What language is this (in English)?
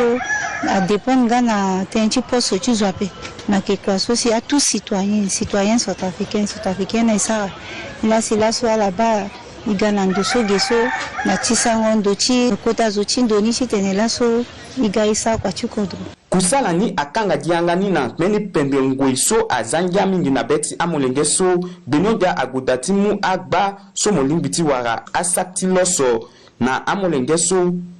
Sango